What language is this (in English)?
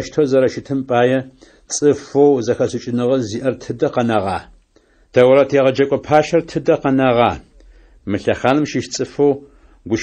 Adyghe